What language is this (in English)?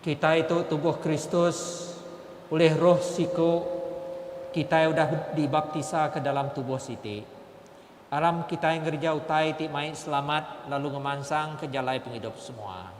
Iban